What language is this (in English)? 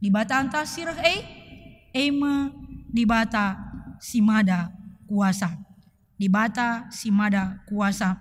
Batak Karo